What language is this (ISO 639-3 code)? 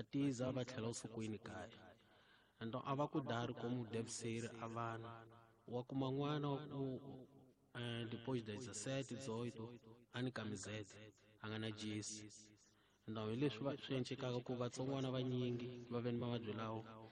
tso